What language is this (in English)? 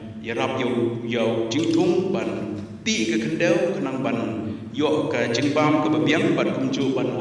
Khasi